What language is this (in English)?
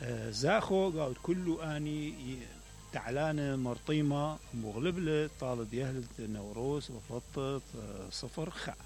Mesopotamian Arabic